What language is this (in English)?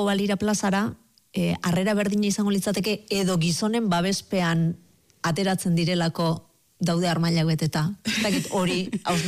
Basque